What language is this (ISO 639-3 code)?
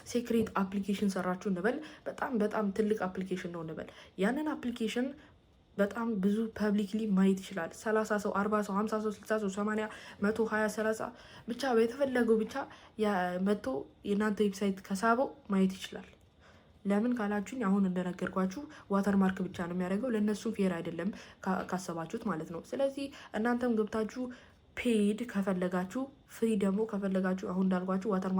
amh